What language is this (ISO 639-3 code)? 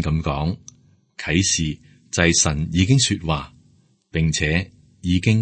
yue